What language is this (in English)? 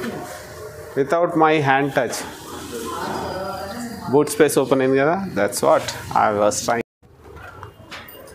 Telugu